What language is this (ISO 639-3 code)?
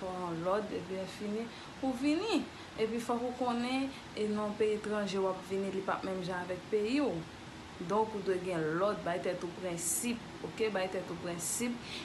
hat